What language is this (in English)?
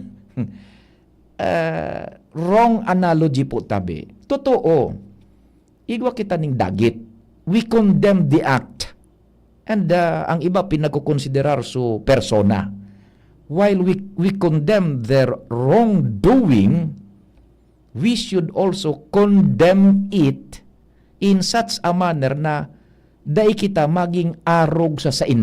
Bikol